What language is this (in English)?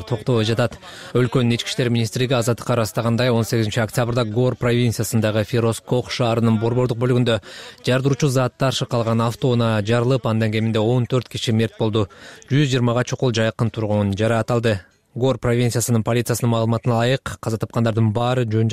Kyrgyz